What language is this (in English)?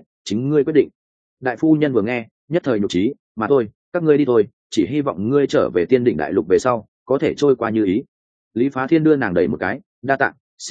Vietnamese